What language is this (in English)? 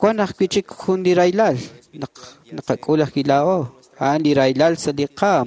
Kekchí